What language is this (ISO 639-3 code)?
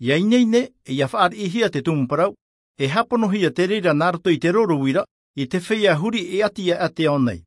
tah